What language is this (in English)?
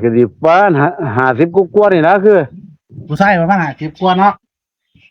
Northeastern Thai